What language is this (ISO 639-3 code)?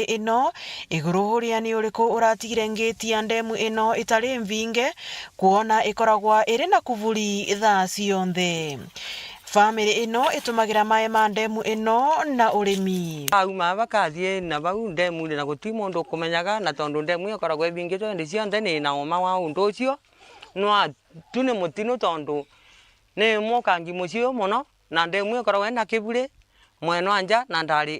mer